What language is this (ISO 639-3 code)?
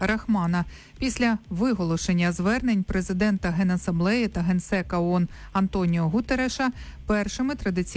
ukr